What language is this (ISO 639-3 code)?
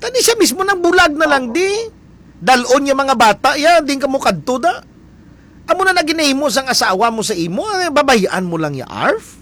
hil